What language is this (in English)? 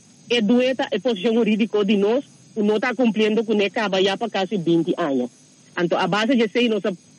Papiamento